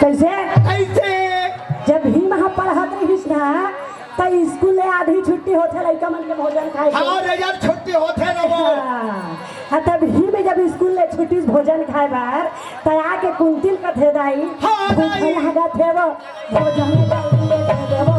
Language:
Chhattisgarhi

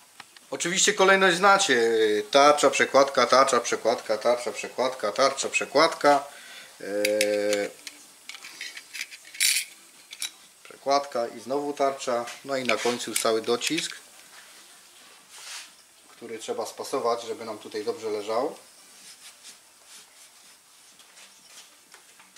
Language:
Polish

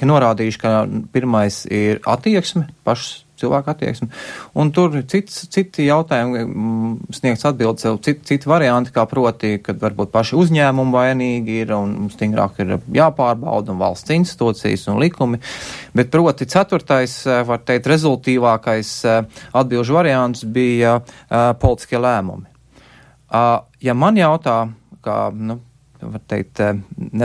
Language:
Latvian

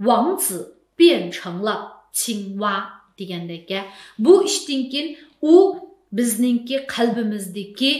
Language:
Uyghur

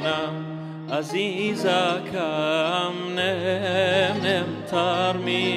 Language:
Persian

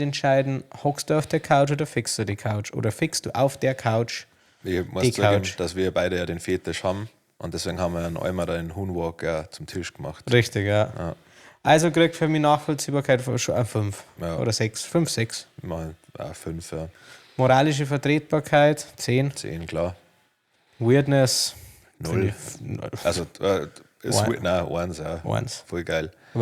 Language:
Bavarian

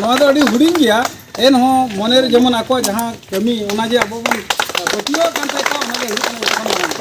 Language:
Santali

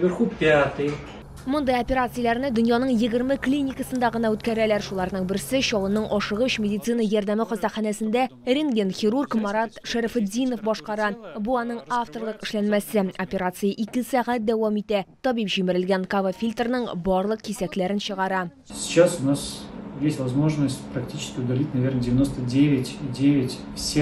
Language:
Tatar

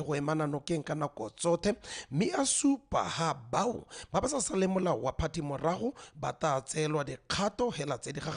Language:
Tswana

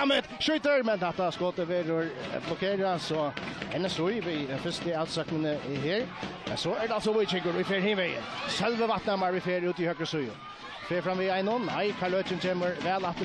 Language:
Faroese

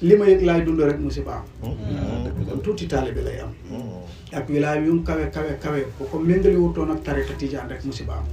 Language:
Wolof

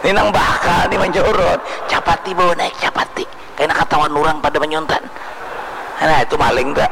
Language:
Banjar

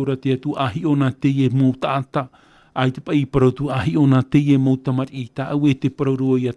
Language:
Tahitian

